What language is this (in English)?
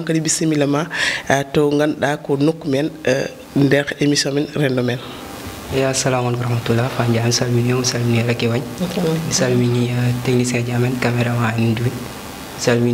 Fula